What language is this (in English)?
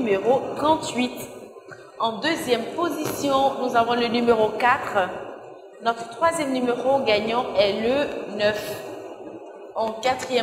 French